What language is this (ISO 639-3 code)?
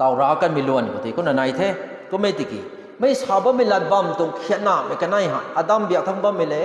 nbu